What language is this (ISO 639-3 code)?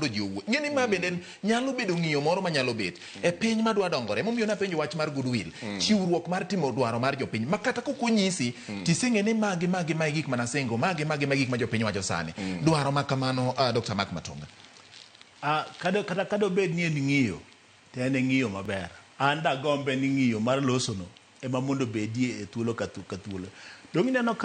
luo